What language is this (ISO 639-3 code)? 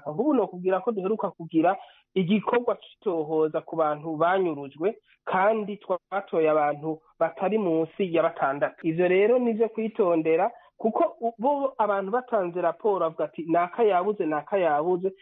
run